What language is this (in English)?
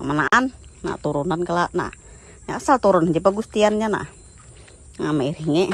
Banjar